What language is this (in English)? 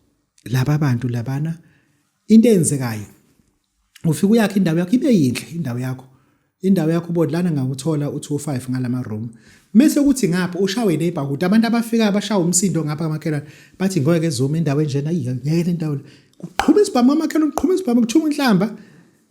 Zulu